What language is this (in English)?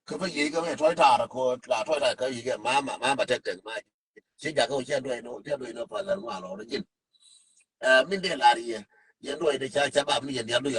Nuer